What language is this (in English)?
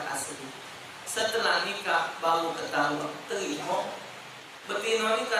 Musi